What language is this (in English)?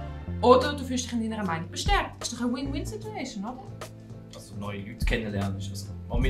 Swiss German